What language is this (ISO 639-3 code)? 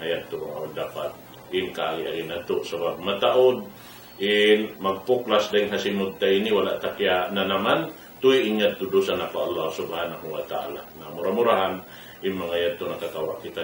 tsg